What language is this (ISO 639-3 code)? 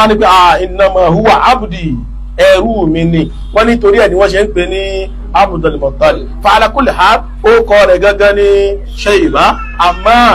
yor